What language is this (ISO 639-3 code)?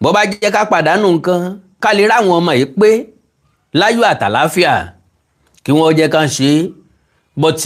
yor